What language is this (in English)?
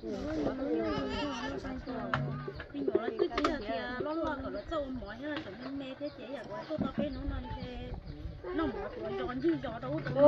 Hmong